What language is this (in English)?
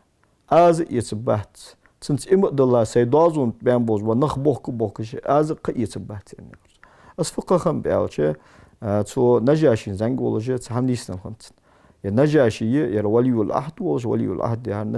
Ingush